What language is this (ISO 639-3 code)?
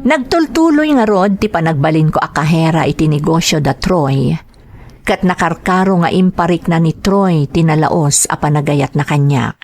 ilo